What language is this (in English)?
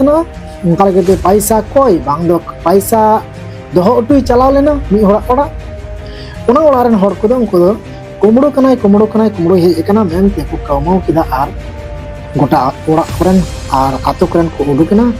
Santali